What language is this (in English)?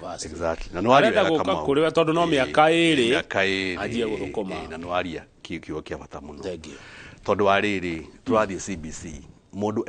Kikuyu